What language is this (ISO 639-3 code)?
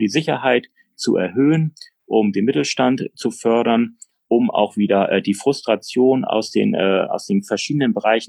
deu